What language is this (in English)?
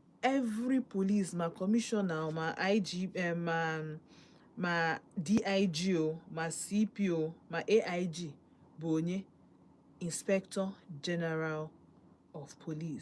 Igbo